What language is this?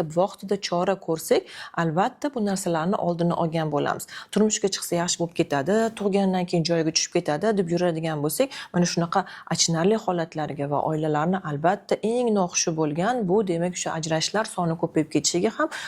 Uzbek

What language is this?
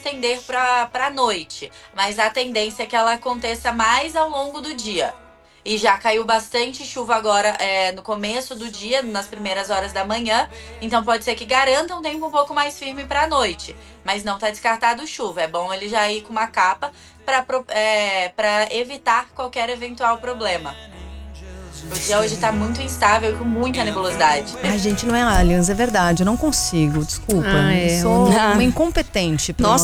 Portuguese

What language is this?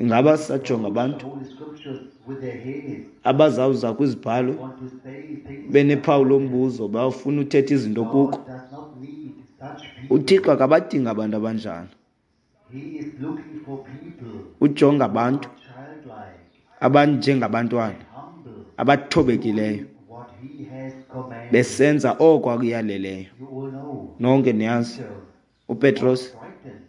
Xhosa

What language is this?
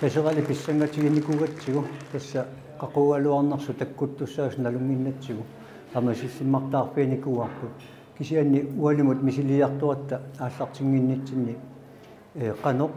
Kalaallisut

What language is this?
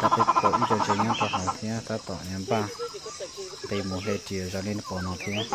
Hmong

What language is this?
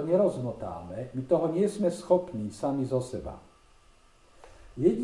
Slovak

